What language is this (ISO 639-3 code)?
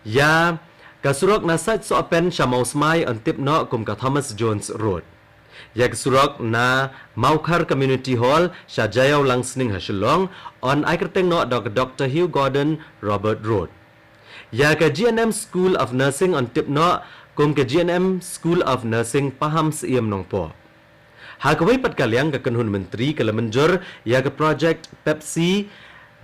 kha